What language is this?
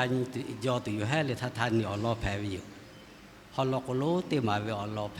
Lahu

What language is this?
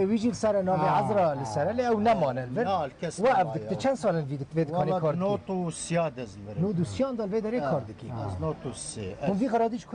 Kurdish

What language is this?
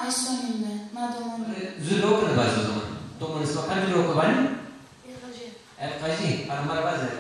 Zaza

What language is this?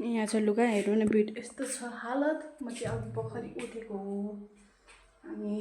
Nepali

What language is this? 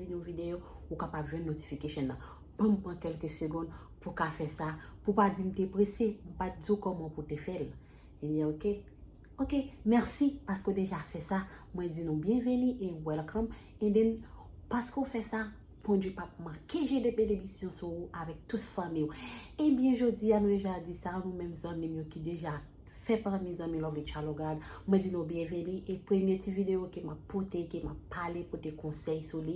Haitian Creole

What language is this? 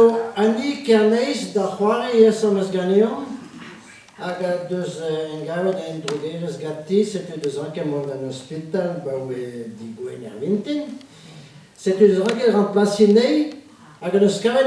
Breton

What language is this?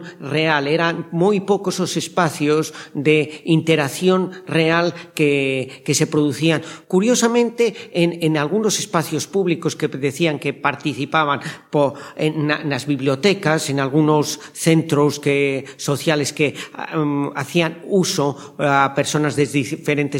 Galician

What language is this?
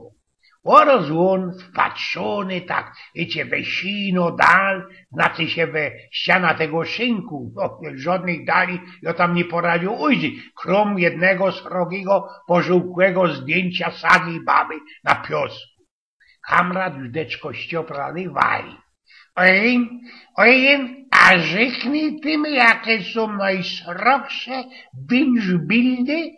Silesian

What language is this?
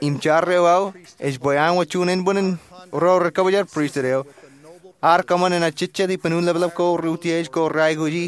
Marshallese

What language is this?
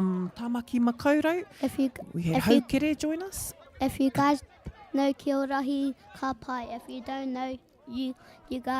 Māori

